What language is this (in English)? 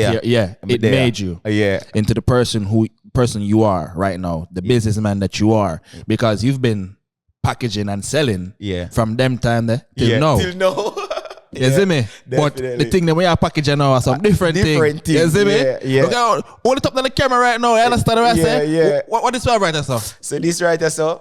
Jamaican Creole English